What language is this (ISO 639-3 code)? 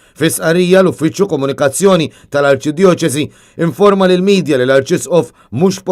mlt